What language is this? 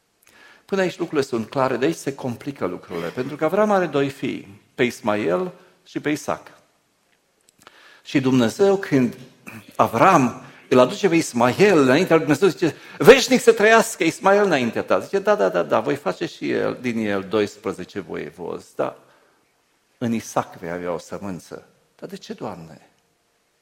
Romanian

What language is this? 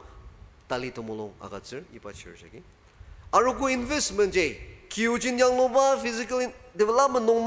Ao Naga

